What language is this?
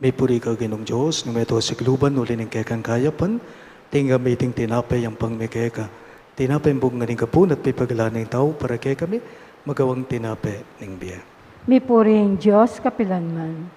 Pampanga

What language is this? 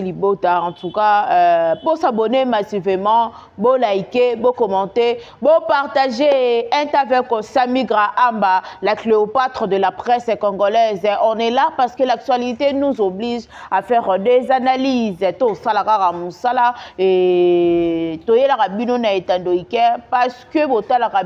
Lingala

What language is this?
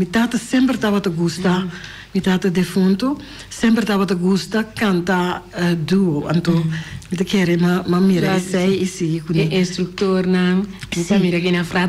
Papiamento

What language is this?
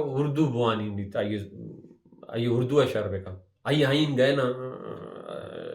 Baluchi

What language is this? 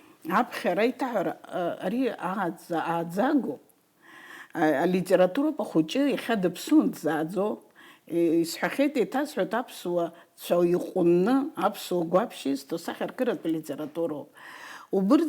Abkhazian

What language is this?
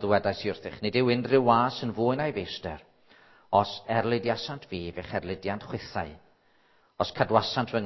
Welsh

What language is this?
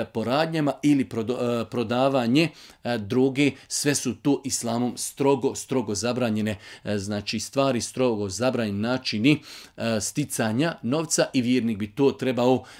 Bosnian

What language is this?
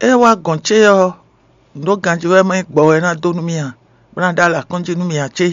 Fon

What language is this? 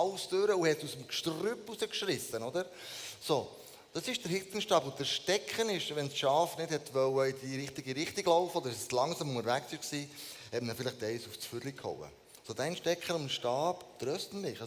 Swiss German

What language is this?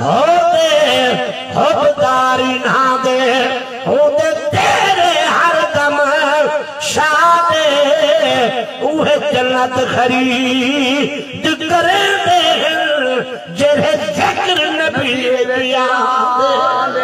Saraiki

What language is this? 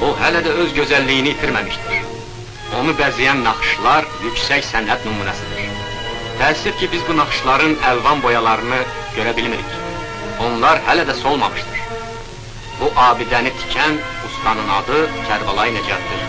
South Azerbaijani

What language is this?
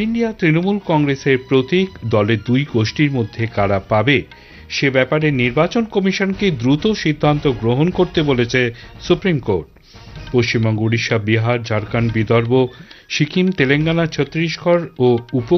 Bangla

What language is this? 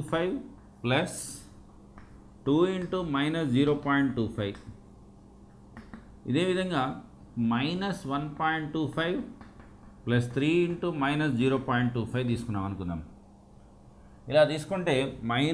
Telugu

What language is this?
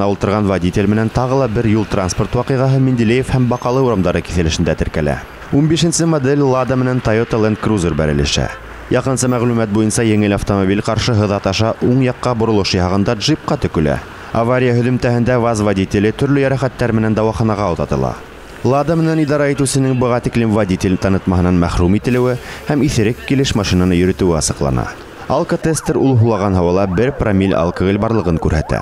Bashkir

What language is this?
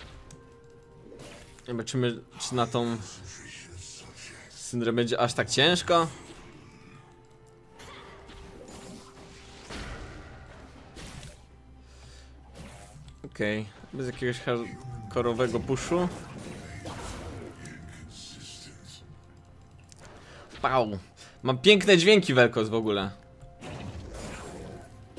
Polish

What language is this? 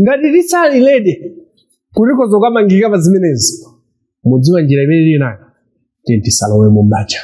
Nyanja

